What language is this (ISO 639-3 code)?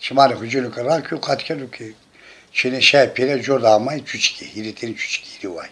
zza